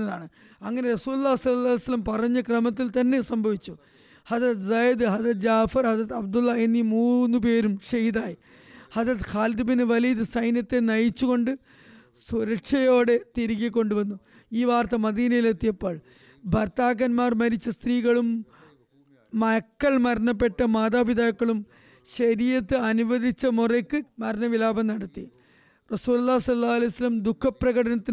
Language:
Malayalam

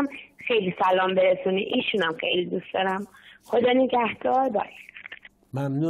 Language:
Persian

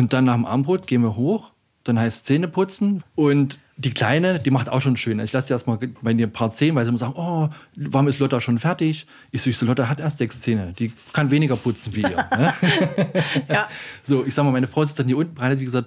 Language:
German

